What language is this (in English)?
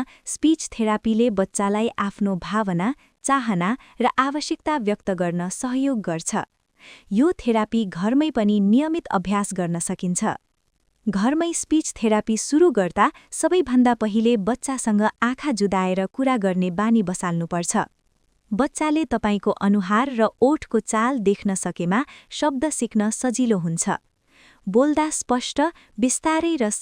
Nepali